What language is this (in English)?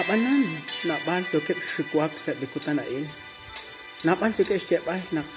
Kekchí